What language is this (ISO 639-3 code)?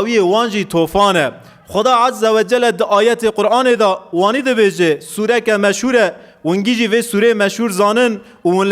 kur